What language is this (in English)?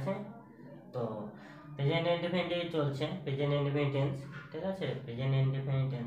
Bangla